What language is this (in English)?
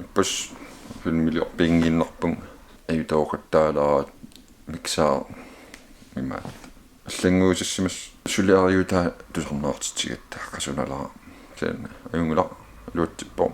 Kalaallisut